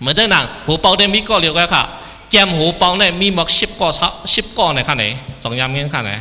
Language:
Shan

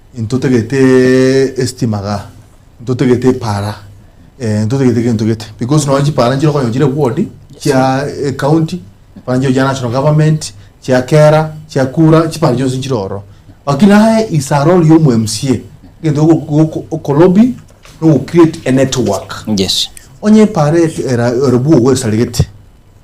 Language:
Gusii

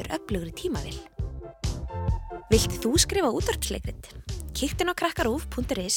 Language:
Icelandic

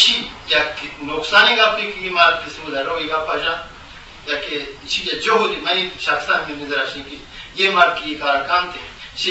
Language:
Eastern Balochi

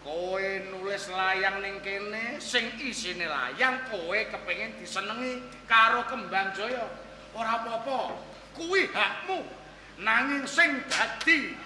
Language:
Javanese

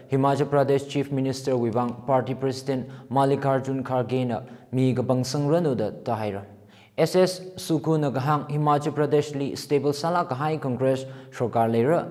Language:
Tangkhul Naga (India)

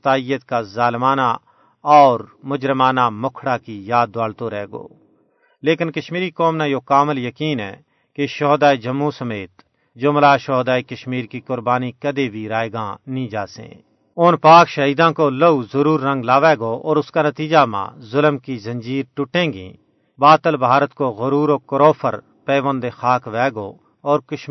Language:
Gujari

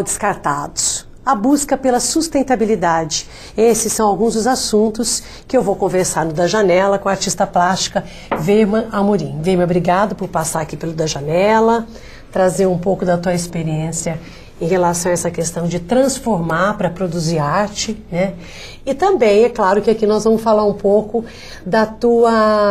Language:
Portuguese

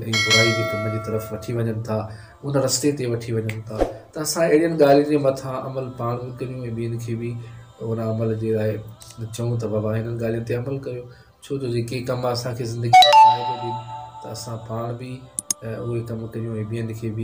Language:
Sindhi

